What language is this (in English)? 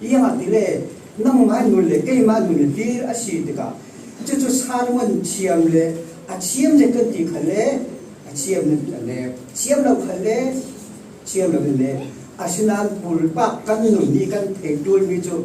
Falam Chin